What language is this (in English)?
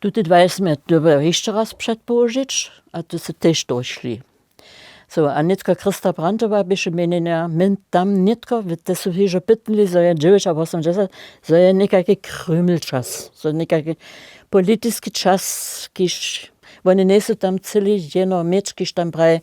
Upper Sorbian